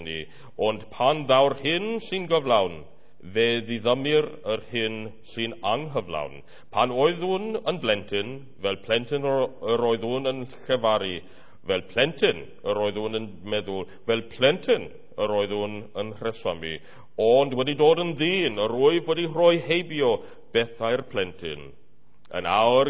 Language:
Welsh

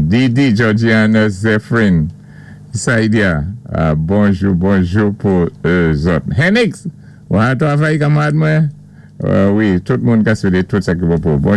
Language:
Saint Lucian Creole French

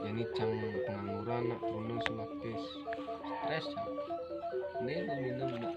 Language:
Balinese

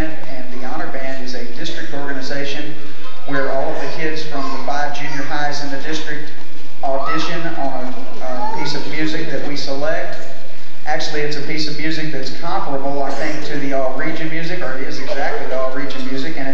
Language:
English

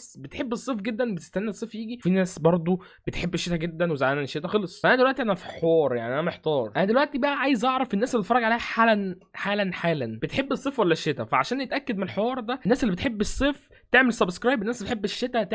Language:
Egyptian Arabic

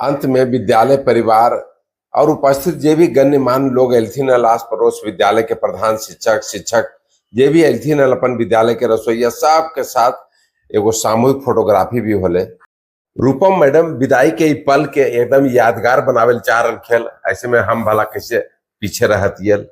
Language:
Magahi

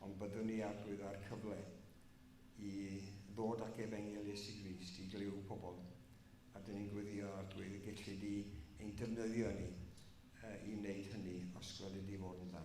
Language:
Welsh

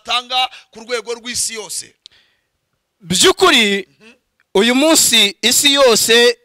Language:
Kinyarwanda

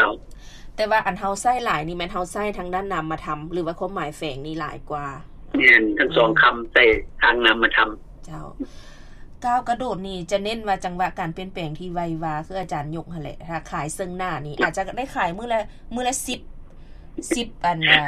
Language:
Lao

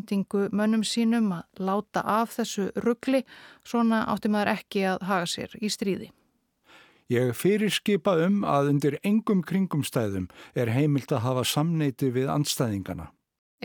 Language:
Icelandic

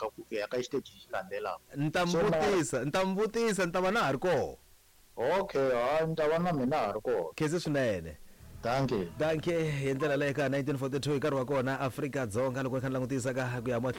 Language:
Tsonga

